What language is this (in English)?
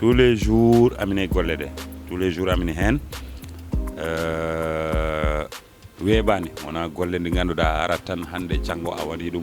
Fula